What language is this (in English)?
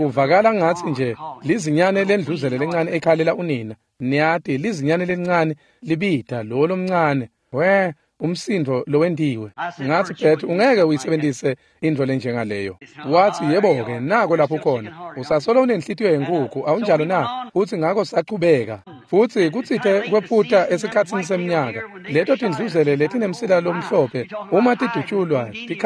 Swati